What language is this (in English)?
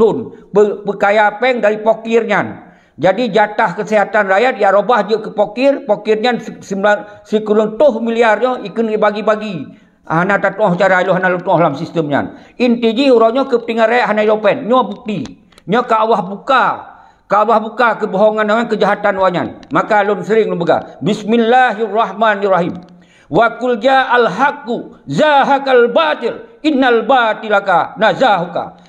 Achinese